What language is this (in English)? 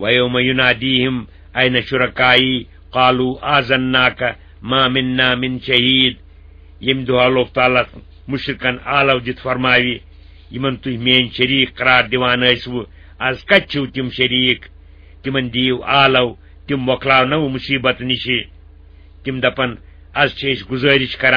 Kashmiri